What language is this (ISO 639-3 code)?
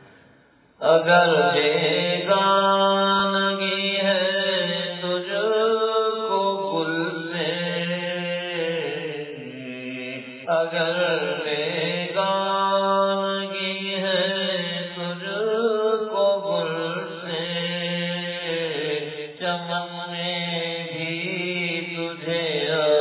urd